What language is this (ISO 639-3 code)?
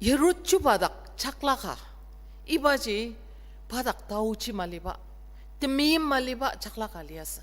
njo